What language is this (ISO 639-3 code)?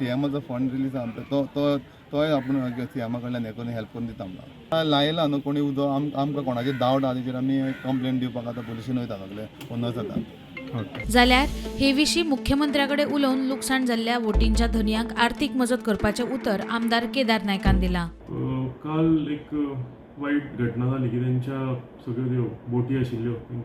kok